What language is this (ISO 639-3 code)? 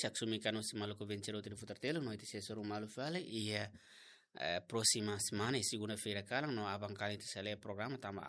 tet